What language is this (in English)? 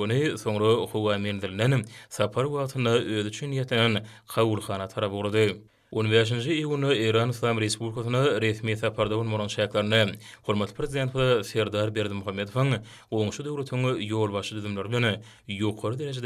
Turkmen